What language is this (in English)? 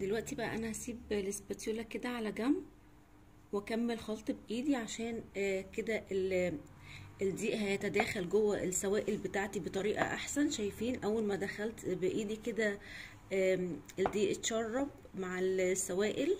Egyptian Arabic